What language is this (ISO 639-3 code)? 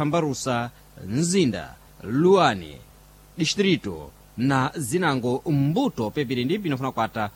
seh